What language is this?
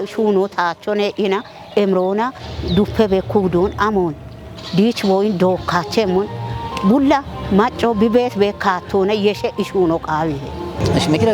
Kafa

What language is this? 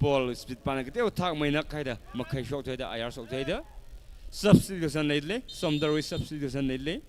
Tangkhul Naga (India)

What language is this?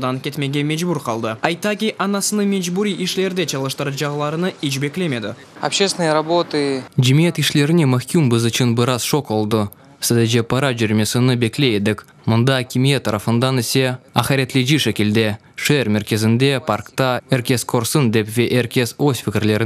Crimean Tatar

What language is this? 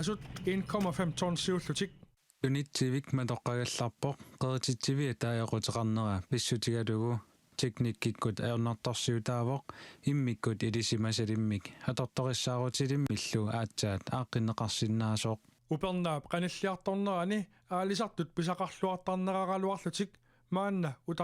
Kalaallisut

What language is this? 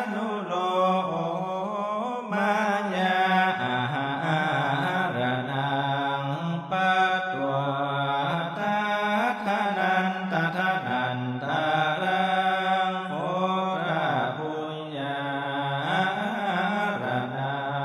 Pali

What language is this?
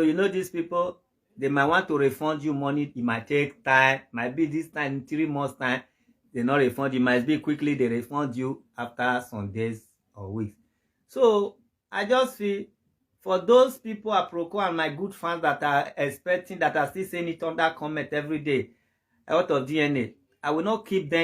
Nigerian Pidgin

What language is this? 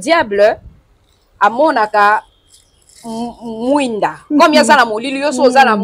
Lingala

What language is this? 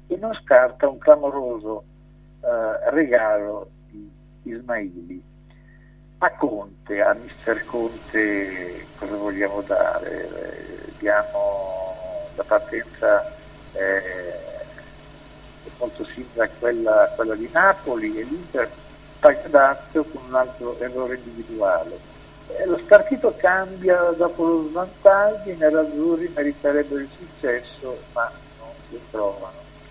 Italian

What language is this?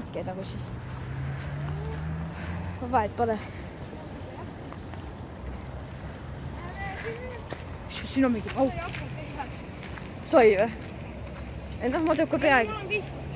Estonian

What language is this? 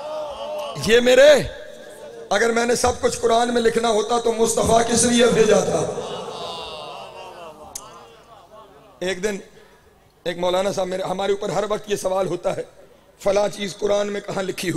Urdu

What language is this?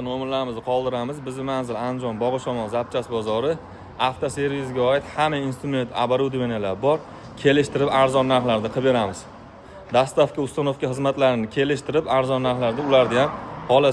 Uzbek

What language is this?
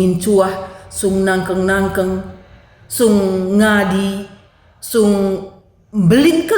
Batak Karo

